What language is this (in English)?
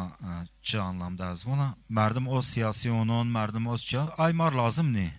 Zaza